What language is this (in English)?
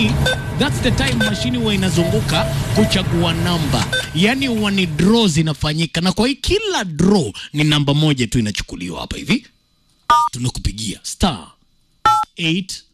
Swahili